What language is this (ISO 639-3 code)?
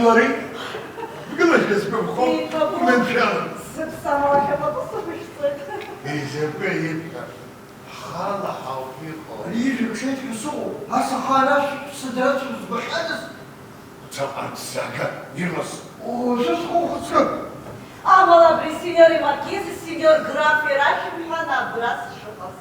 abk